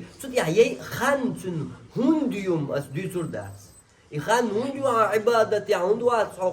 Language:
Chechen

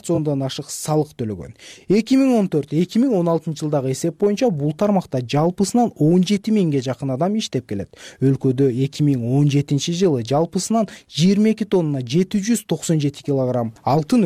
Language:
Kyrgyz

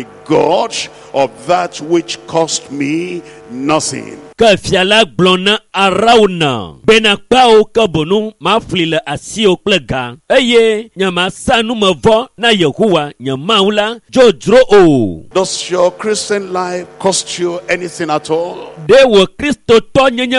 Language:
Ewe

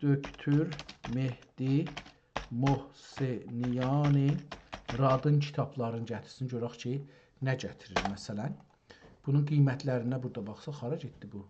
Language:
South Azerbaijani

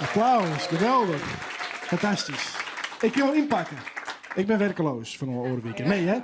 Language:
Western Frisian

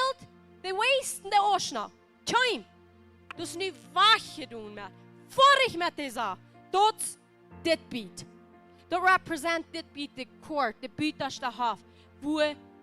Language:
Plautdietsch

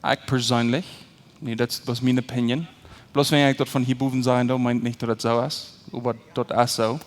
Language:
Plautdietsch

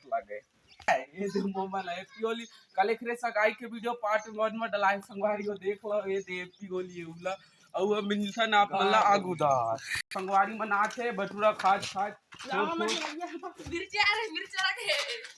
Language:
Chhattisgarhi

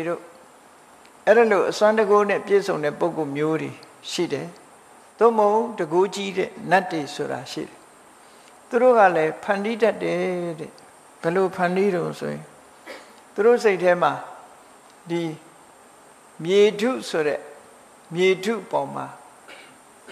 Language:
Burmese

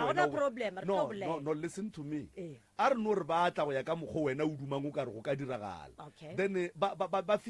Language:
Northern Sotho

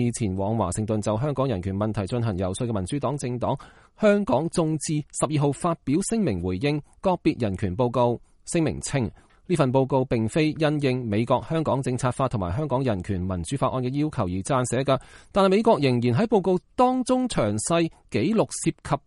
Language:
Cantonese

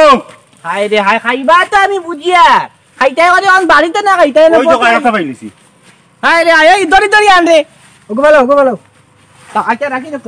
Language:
Sylheti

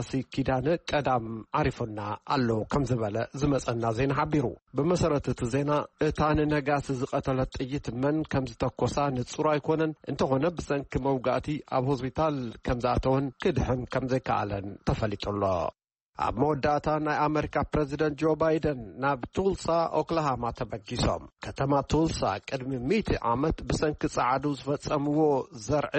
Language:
Tigrinya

